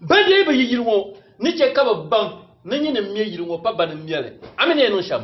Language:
Dagbani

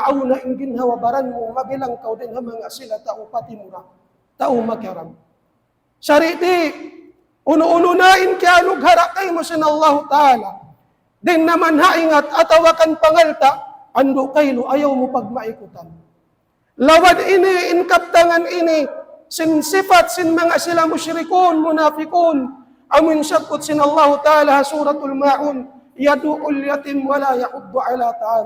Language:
Tausug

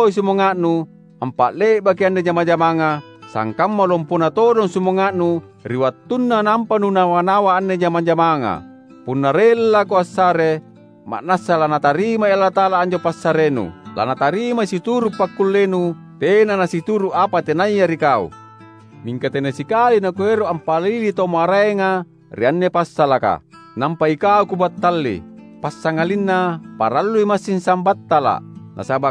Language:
Makasar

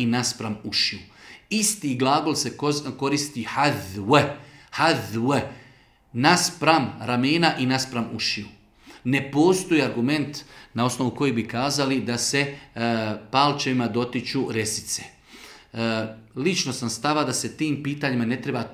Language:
Bosnian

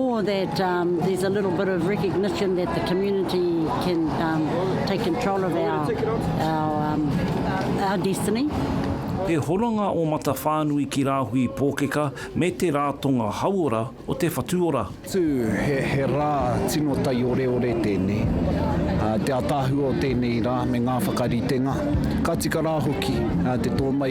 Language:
Māori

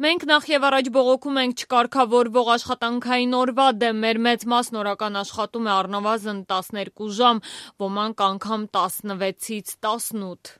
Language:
Armenian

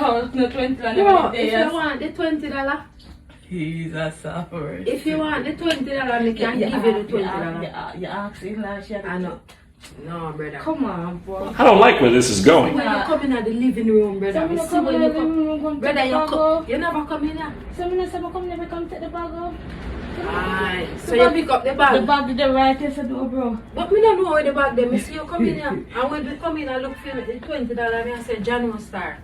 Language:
Jamaican Creole English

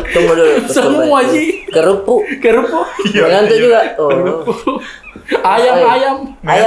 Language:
Makassar Malay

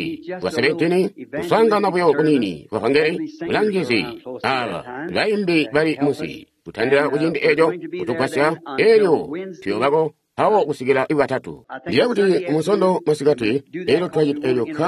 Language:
Tonga (Zambia)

